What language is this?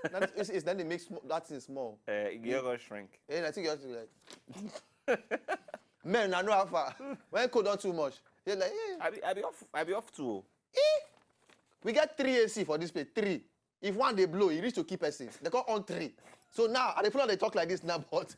Nigerian Pidgin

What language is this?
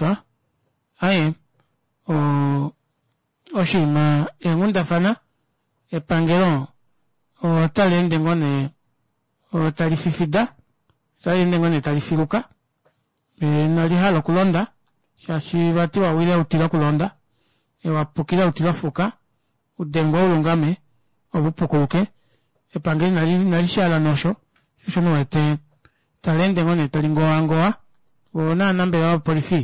Kuanyama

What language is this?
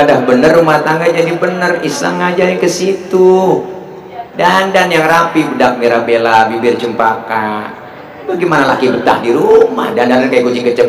Betawi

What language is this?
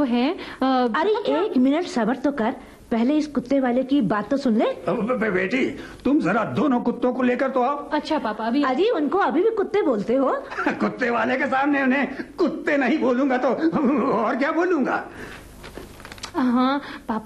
Hindi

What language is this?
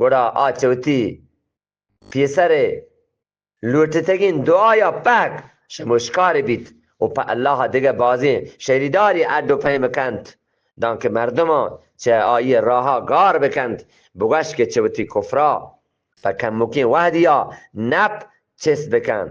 Eastern Balochi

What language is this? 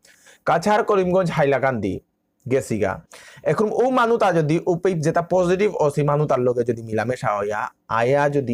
Bishnupriya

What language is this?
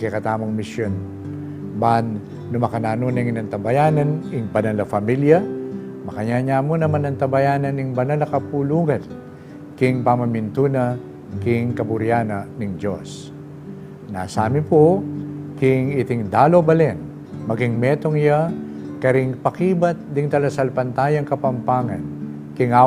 Pampanga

